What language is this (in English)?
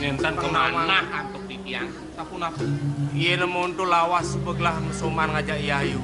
Balinese